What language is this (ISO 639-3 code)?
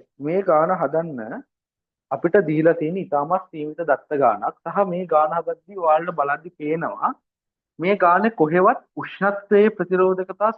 sin